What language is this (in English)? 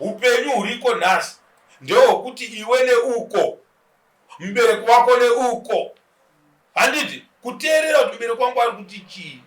Shona